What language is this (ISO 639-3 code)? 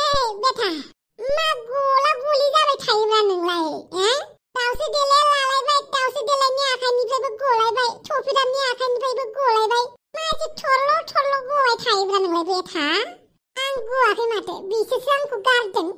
brx